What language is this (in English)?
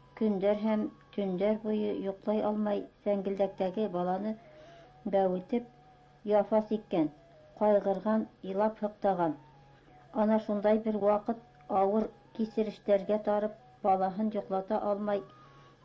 Bashkir